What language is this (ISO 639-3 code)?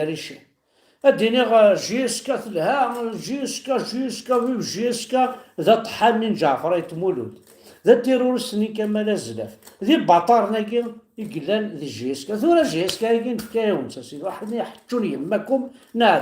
kab